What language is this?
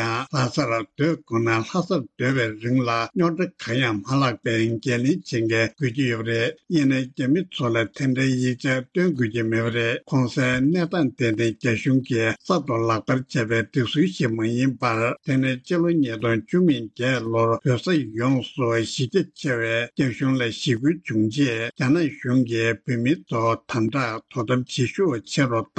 Tibetan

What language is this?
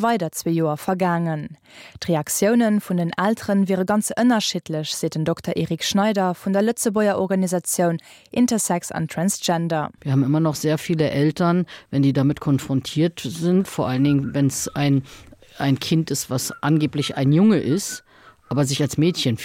Luxembourgish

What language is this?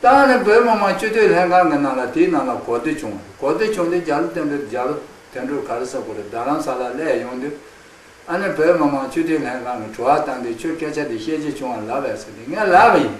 Khams Tibetan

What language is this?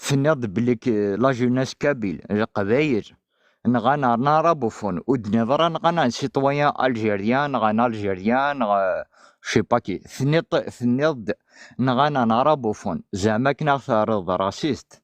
Kabyle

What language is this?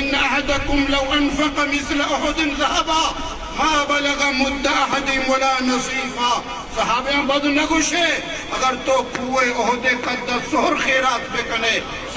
Eastern Balochi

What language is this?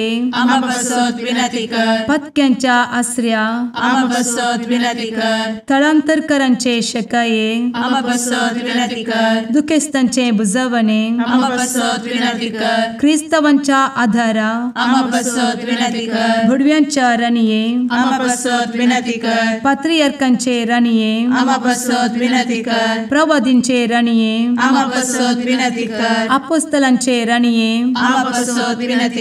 Konkani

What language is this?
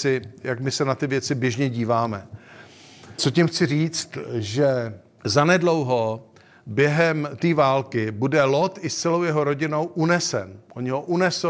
Czech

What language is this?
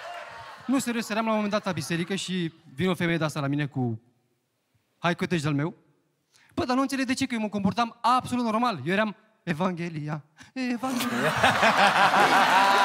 Romanian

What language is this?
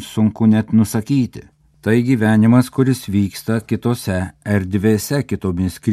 Lithuanian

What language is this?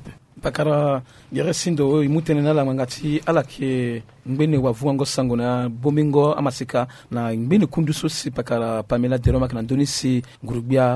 Sango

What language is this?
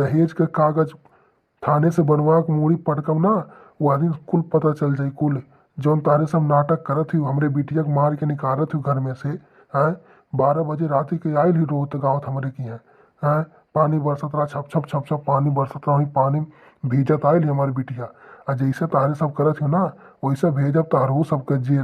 Awadhi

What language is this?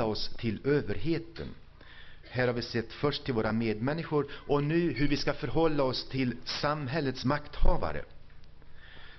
Swedish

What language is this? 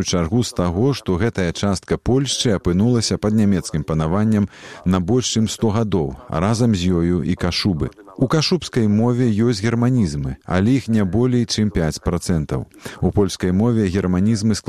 Belarusian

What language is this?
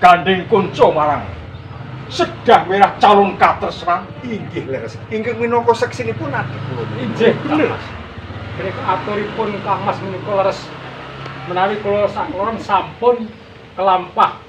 Javanese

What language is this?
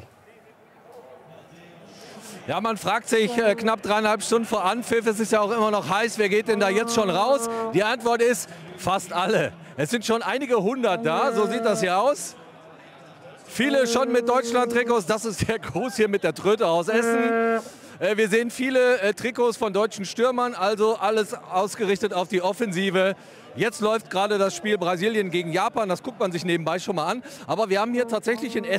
German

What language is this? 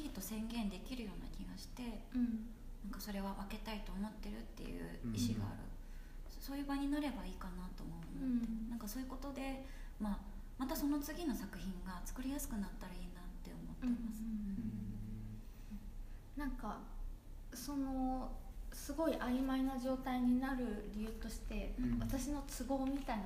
Japanese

